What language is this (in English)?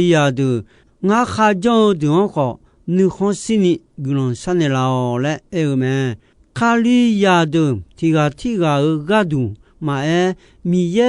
Akha